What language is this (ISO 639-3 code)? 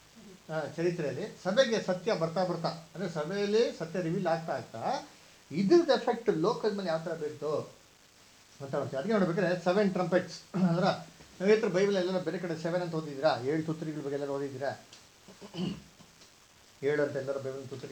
kan